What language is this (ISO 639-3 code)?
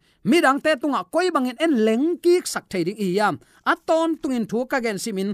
ctd